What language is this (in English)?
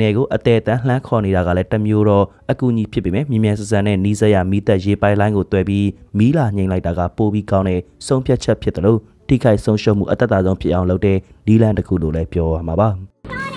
Burmese